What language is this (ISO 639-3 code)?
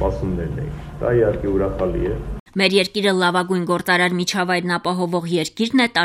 hye